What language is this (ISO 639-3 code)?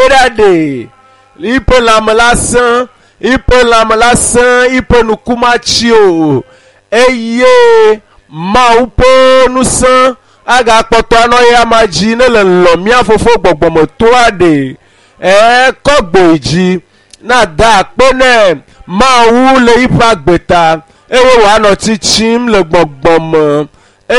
ewe